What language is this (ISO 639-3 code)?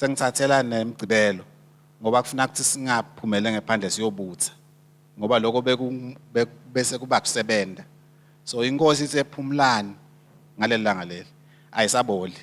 ssw